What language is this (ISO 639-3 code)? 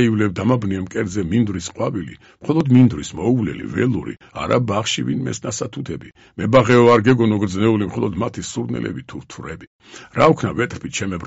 kat